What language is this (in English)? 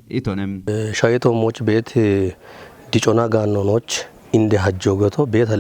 Kafa